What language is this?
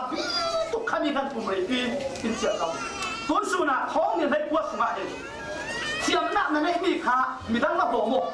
Falam Chin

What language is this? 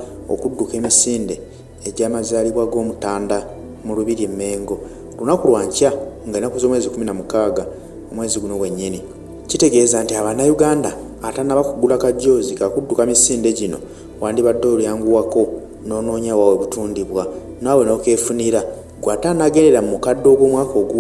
Ganda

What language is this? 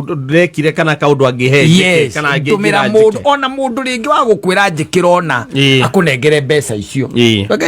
Kikuyu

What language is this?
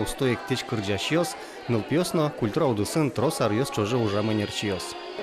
Udmurt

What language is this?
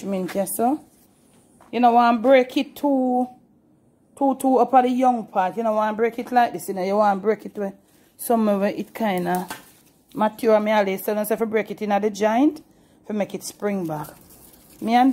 Jamaican Creole English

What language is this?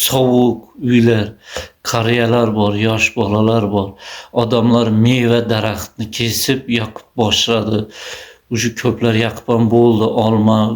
Uzbek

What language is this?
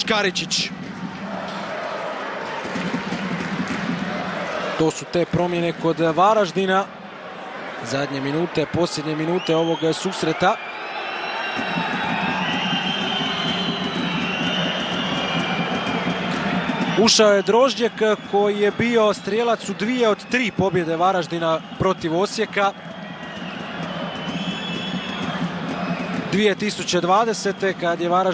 Croatian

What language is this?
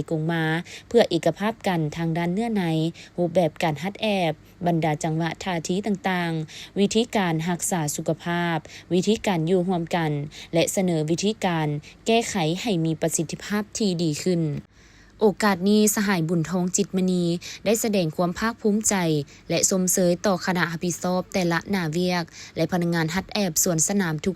Lao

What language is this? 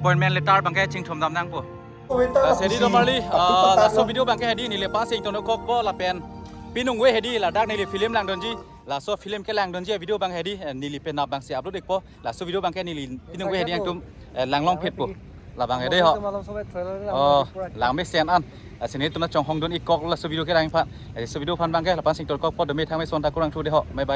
Karbi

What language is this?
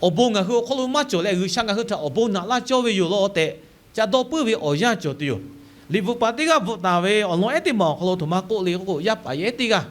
Lahu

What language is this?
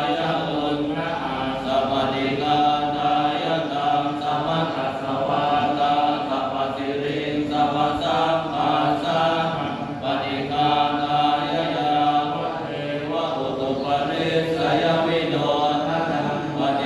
Pali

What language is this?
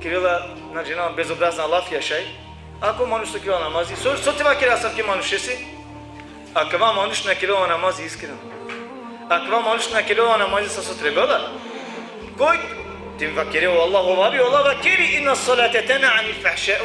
Balkan Romani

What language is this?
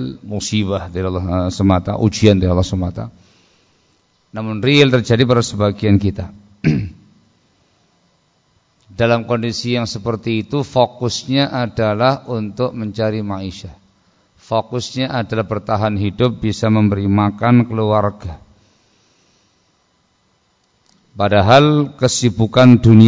Indonesian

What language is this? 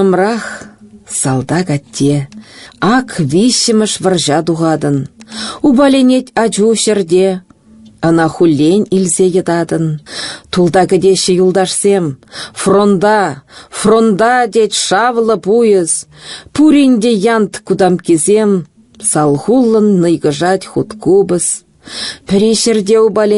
Chuvash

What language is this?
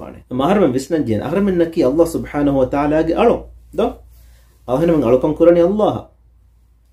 Divehi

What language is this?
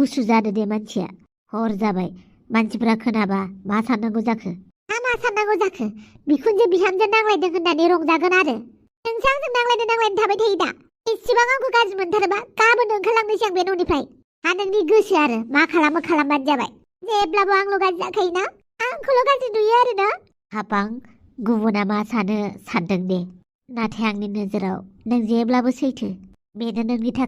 Bodo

